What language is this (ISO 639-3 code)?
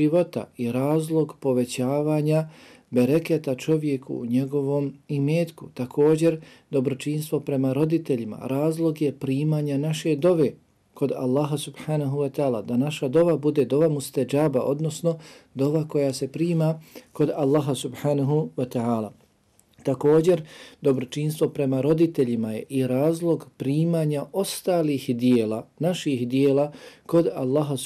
bos